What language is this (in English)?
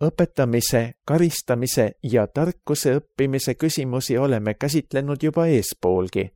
Estonian